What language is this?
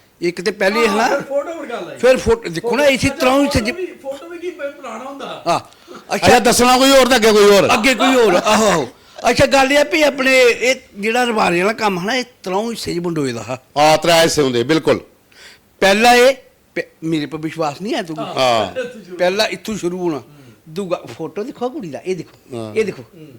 Dogri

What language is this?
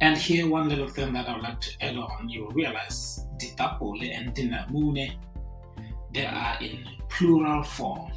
Tswana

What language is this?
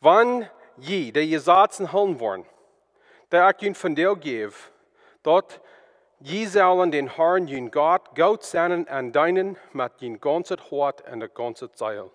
Plautdietsch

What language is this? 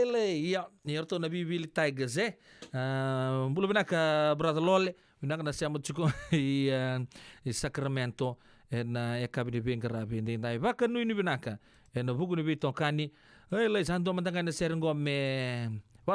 Fijian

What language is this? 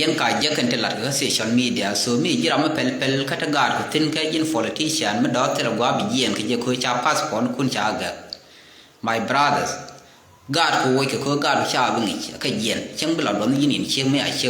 Nuer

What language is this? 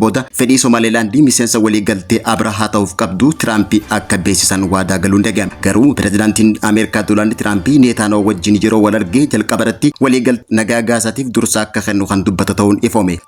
Oromo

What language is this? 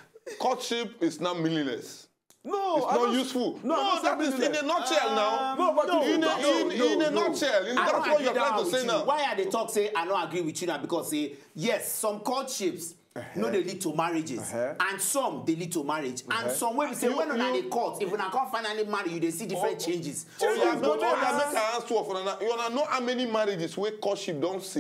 Nigerian Pidgin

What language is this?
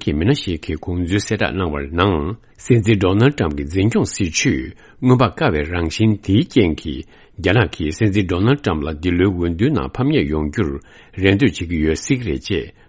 Tibetan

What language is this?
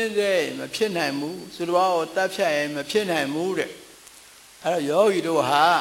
Burmese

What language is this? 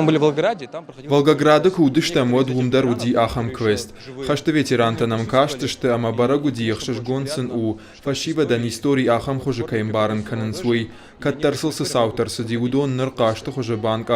Ossetic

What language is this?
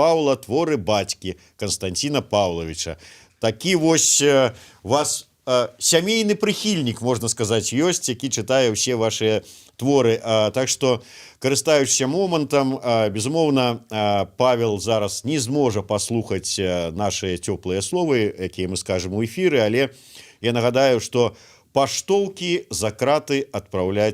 Belarusian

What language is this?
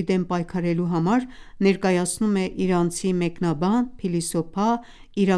Armenian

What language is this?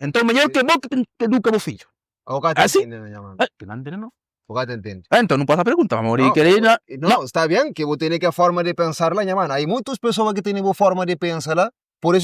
Kabuverdianu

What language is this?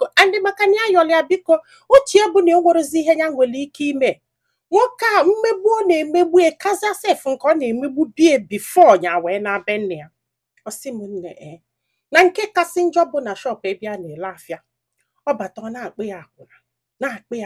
Igbo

